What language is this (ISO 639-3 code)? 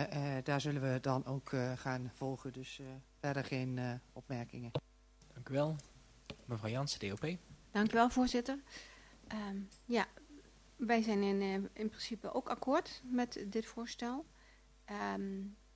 nld